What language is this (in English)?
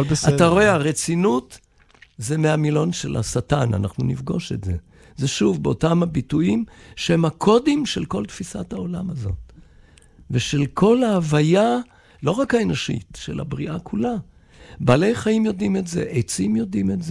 Hebrew